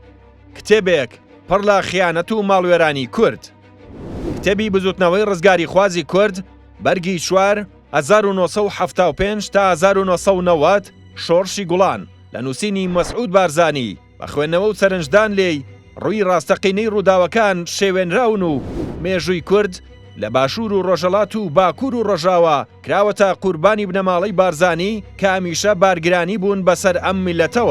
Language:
Central Kurdish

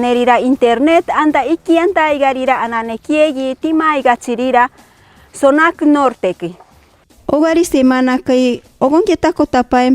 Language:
Machiguenga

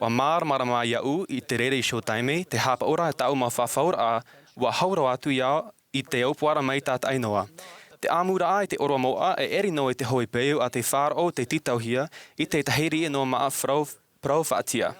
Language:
Tahitian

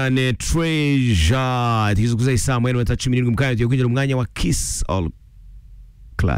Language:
Kinyarwanda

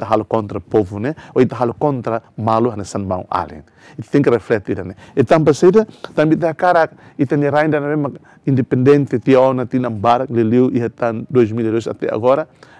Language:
Tetum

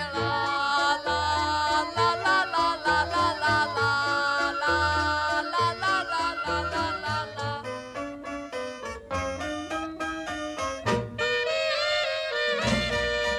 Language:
Czech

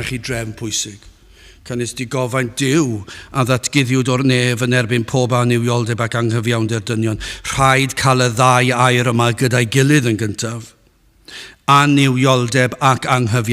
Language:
Welsh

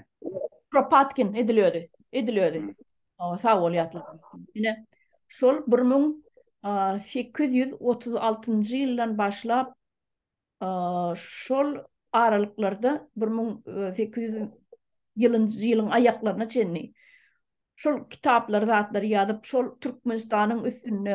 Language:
Turkmen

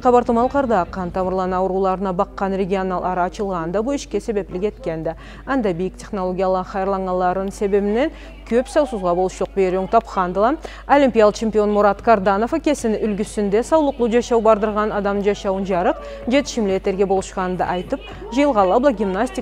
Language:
Karachay-Balkar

